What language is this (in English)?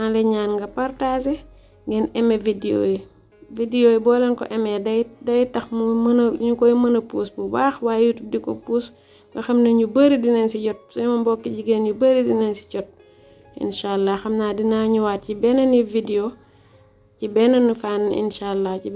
Wolof